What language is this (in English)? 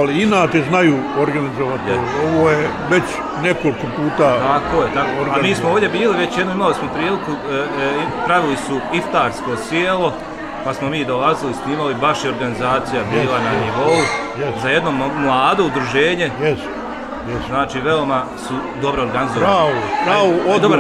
Bosnian